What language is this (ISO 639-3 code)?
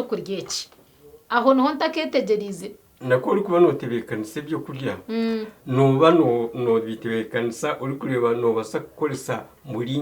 nyn